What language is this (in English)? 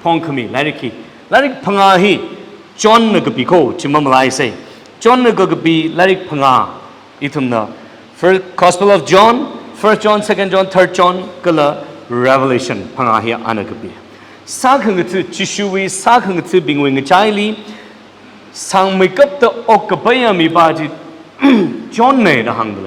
Tangkhul Naga (India)